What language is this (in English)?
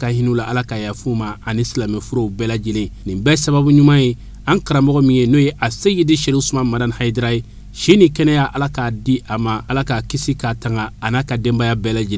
Bambara